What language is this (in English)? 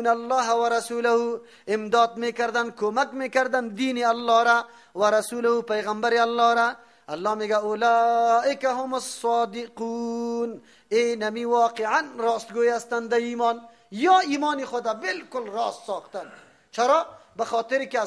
Persian